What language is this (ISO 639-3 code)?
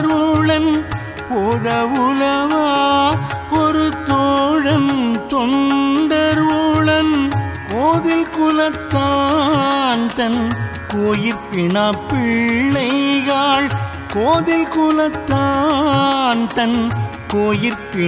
tam